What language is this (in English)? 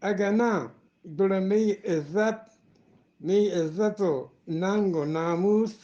Eastern Balochi